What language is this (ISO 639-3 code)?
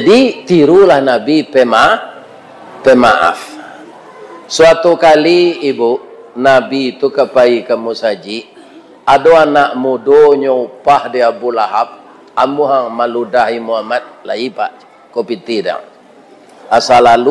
min